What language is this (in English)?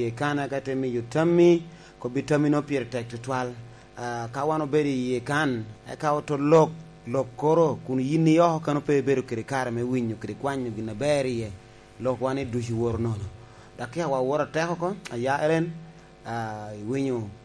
Lango (Uganda)